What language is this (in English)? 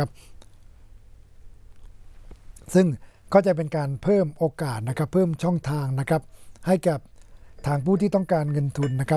Thai